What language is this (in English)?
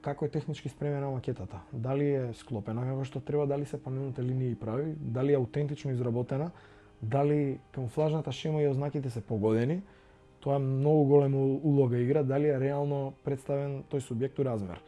Macedonian